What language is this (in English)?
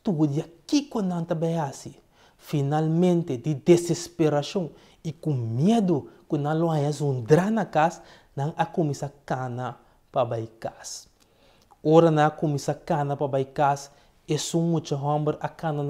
Papiamento